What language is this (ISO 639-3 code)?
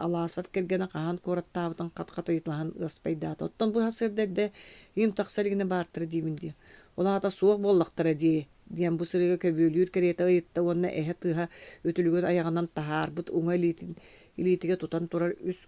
sah